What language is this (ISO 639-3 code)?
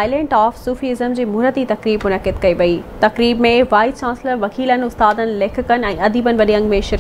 snd